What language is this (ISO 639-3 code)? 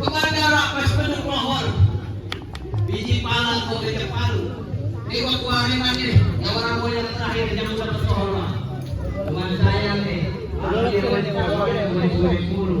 bew